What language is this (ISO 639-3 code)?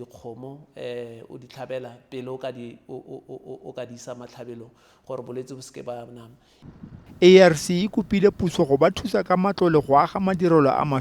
tsn